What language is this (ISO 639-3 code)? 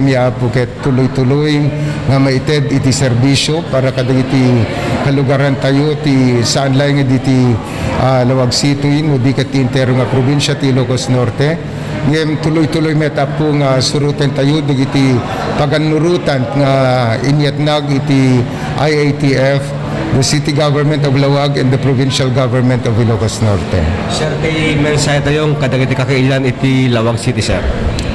ilo